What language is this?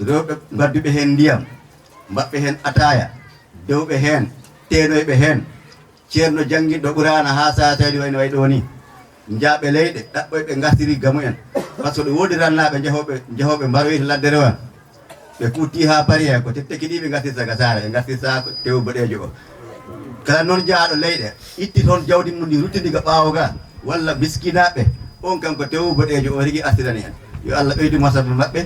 Fula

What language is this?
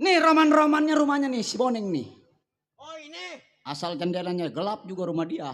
Betawi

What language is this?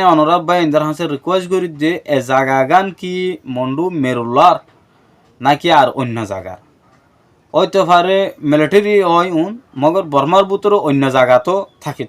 Rohingya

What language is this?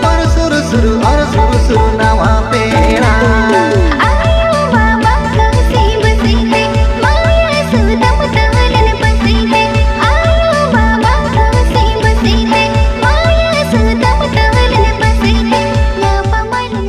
Santali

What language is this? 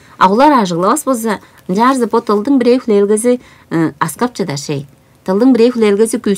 Tuvinian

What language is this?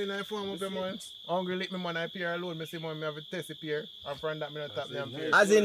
Jamaican Creole English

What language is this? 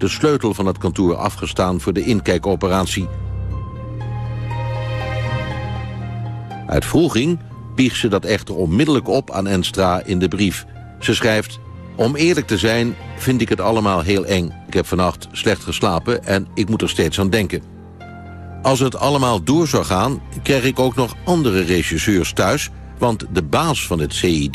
Dutch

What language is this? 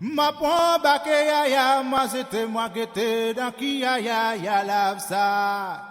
Seselwa Creole French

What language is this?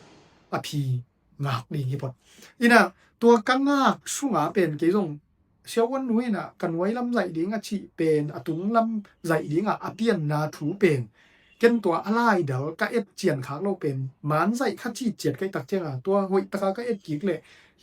Tedim Chin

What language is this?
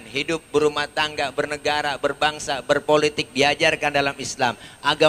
Betawi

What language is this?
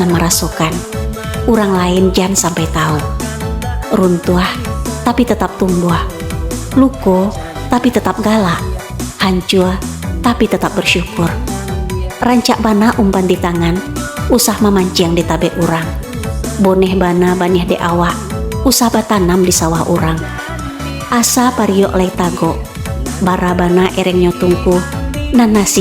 Minangkabau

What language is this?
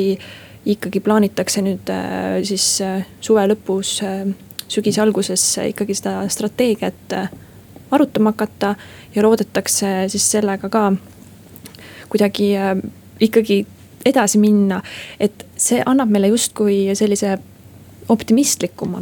Estonian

